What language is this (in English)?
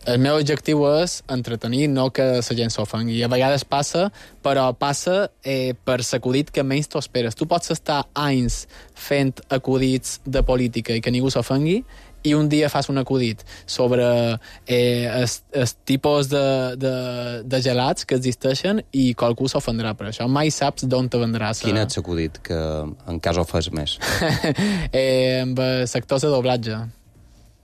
Catalan